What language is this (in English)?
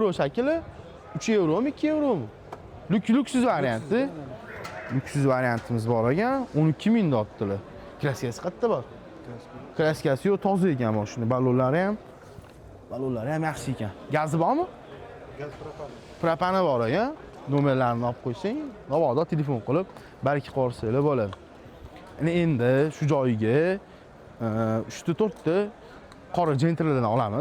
Uzbek